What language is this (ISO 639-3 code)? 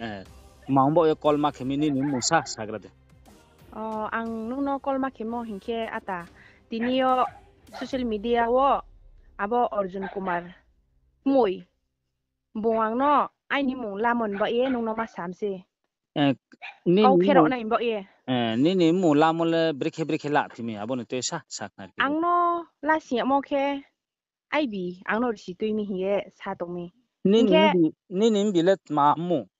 ria